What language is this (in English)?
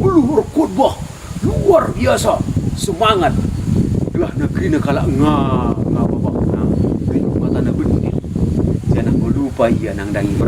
Batak Karo